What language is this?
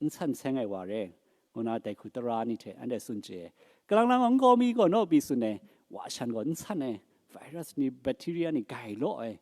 Kachin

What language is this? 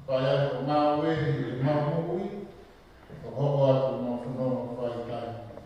Tongan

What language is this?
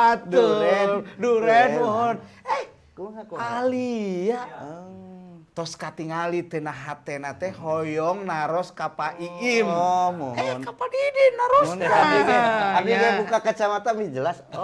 Sundanese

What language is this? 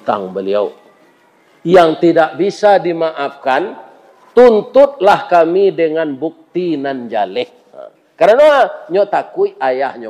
Minangkabau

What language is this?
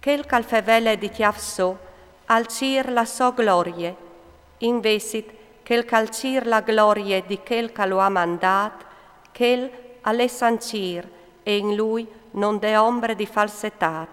Friulian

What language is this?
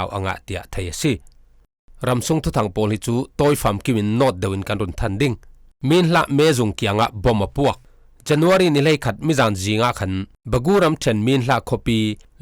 Falam Chin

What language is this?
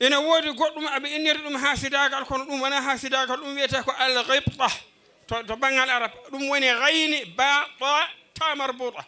Fula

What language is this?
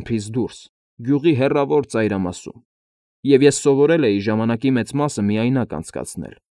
Armenian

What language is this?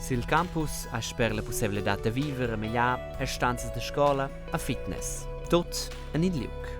Romansh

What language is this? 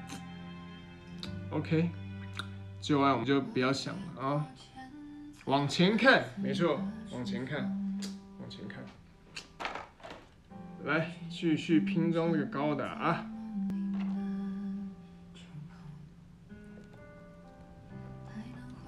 Chinese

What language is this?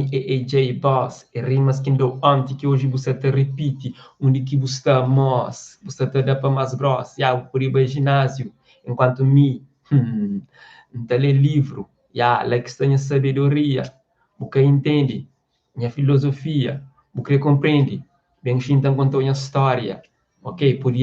Kabuverdianu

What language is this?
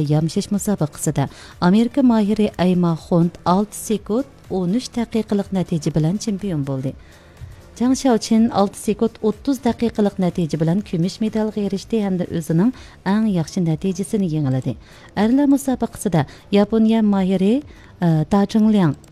Uyghur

